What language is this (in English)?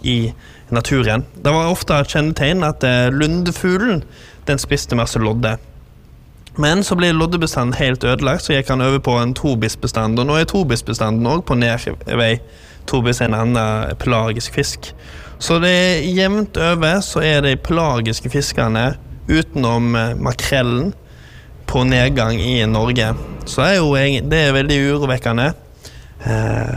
Norwegian